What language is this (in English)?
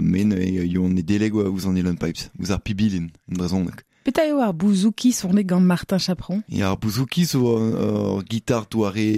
Breton